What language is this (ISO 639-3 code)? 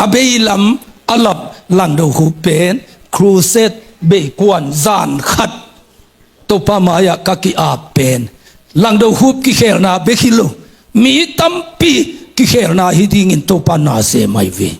ctd